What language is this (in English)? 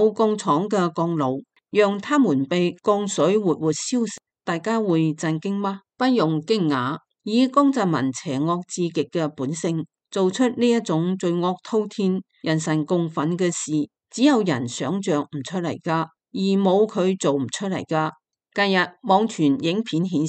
Cantonese